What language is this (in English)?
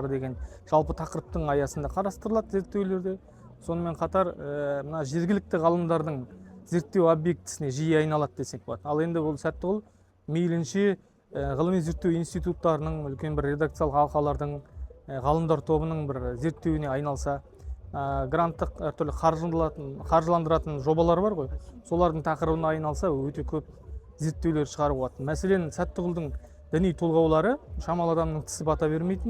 Kazakh